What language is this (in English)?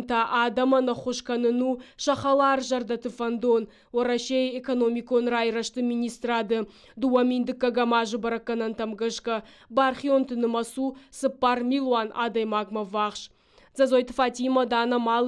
Ossetic